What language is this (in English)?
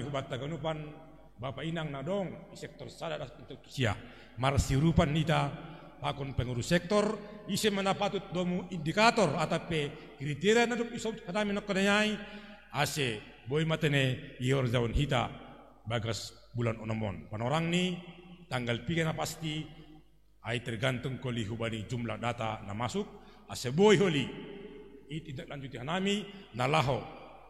Batak Simalungun